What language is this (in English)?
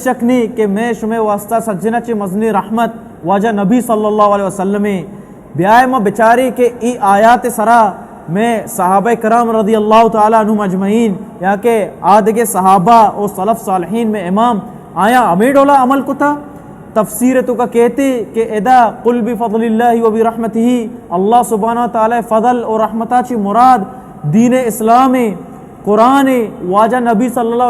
Baluchi